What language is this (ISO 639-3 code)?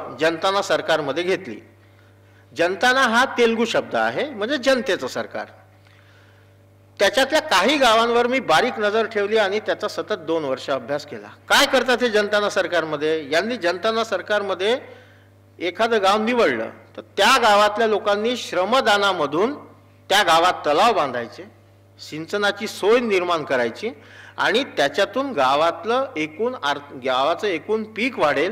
mar